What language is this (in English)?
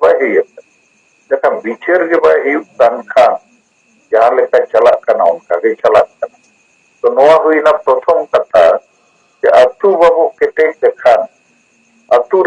Santali